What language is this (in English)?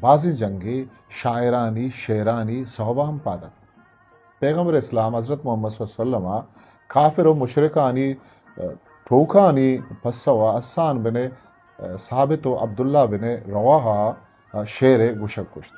Eastern Balochi